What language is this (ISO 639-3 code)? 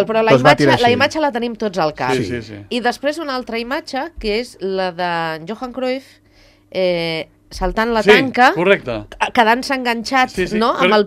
cat